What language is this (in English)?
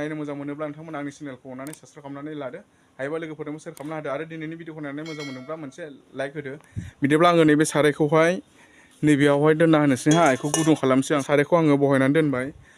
Bodo